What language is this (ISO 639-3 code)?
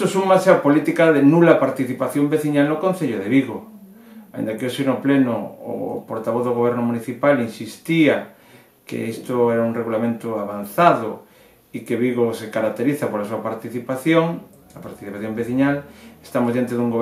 glg